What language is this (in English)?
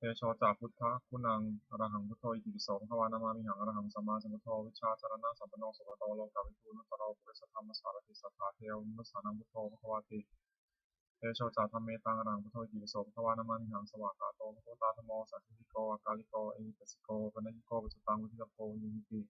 Pali